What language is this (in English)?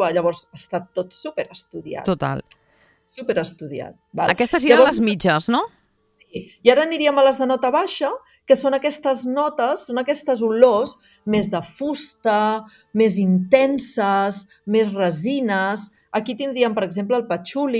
Catalan